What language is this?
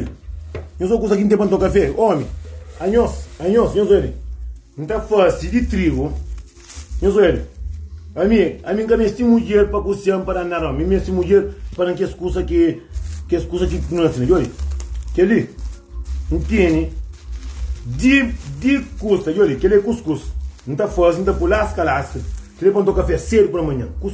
Kabuverdianu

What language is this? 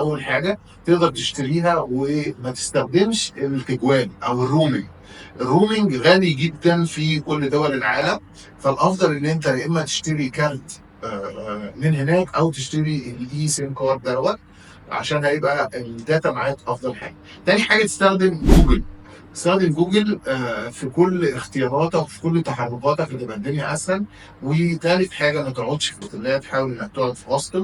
Egyptian Arabic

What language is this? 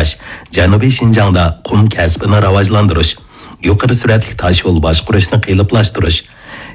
Uyghur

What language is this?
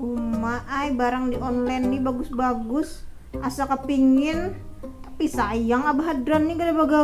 Banjar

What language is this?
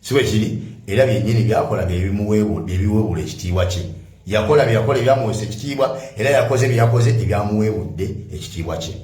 Ganda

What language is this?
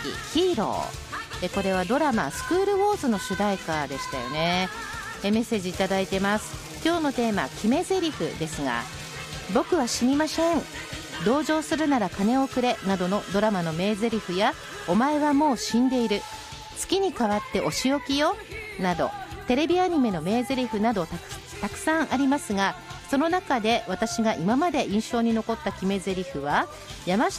Japanese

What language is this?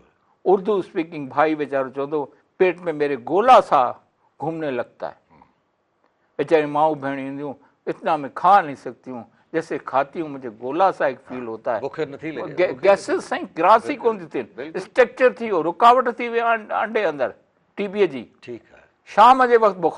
Sindhi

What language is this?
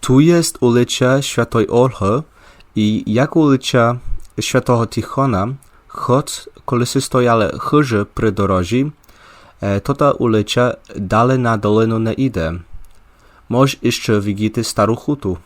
Rusyn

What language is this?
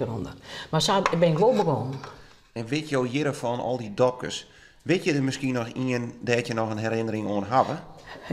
Western Frisian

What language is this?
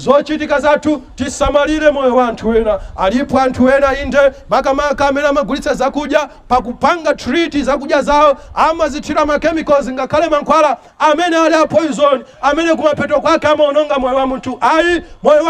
Nyanja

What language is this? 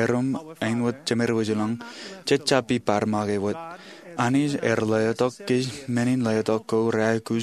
Marshallese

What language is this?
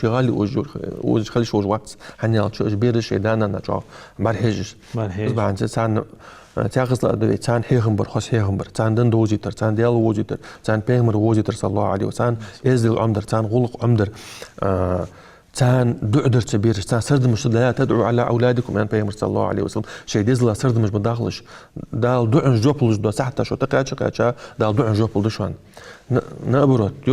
Ingush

